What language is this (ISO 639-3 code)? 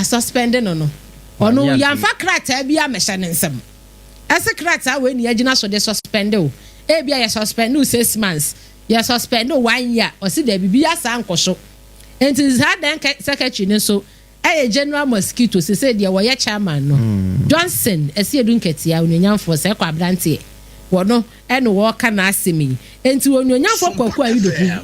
aka